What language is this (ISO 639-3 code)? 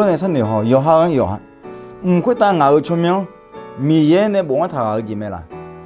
ahk